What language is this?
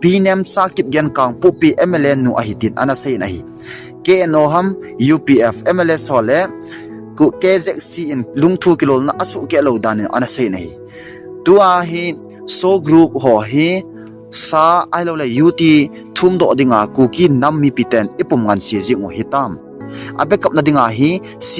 Thado Chin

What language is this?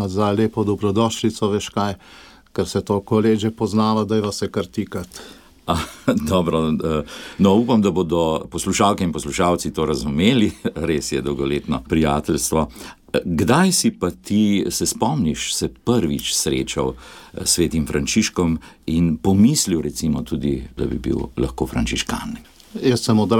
Slovenian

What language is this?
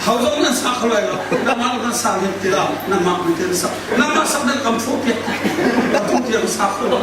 Hakha Chin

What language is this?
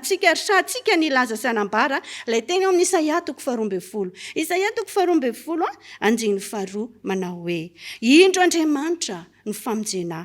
Malagasy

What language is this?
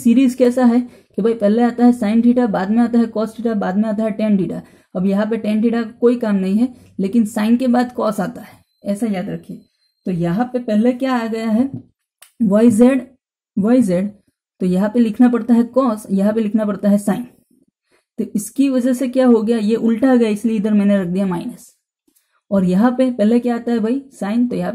Hindi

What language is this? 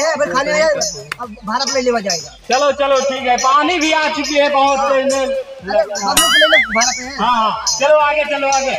Awadhi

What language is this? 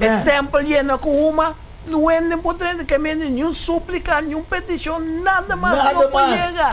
Papiamento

